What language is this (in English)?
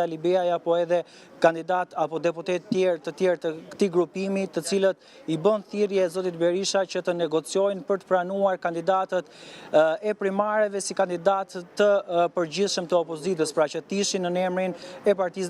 Albanian